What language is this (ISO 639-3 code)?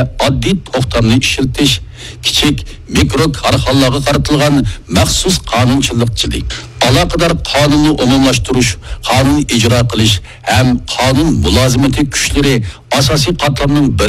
uig